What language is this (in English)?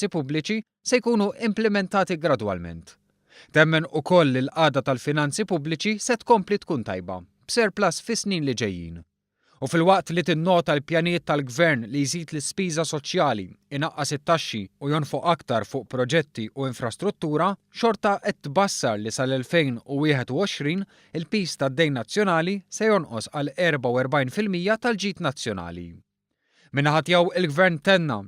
Maltese